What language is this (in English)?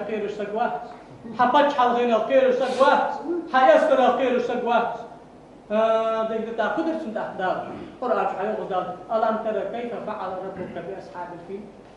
Ingush